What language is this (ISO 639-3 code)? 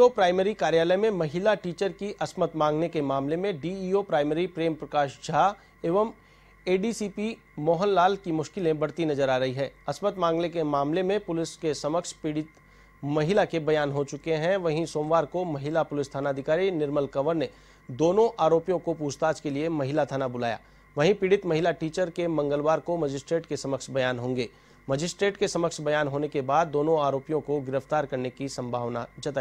hin